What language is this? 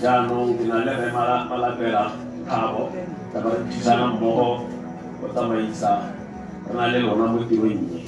Tswana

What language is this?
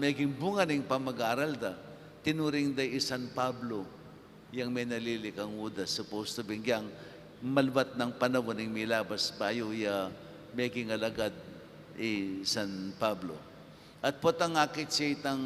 Pampanga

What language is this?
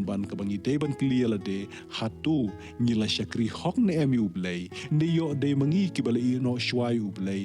Khasi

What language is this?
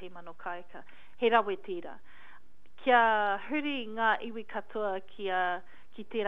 Māori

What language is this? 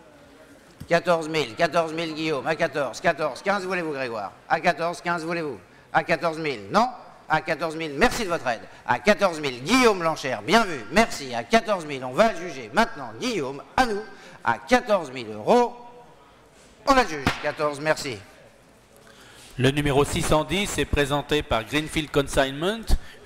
French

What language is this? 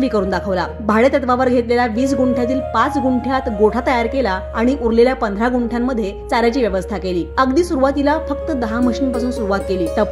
Marathi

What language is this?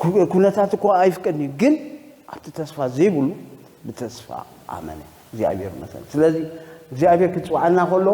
Tigrinya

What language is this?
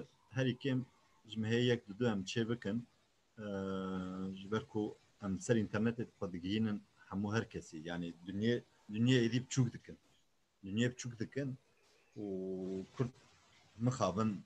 Kurdish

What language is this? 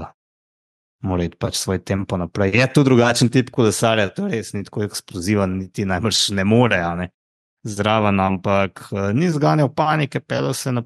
Slovenian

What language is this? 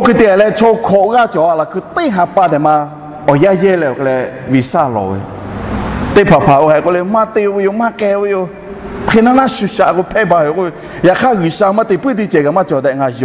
Lahu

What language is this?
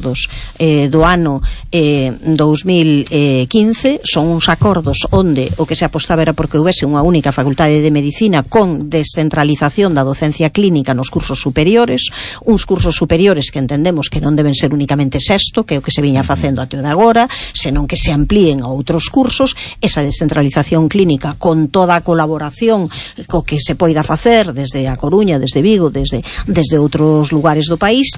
Galician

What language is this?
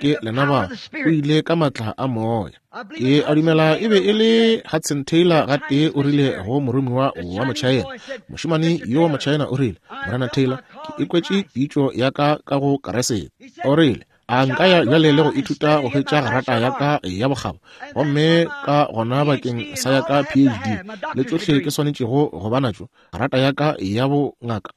Northern Sotho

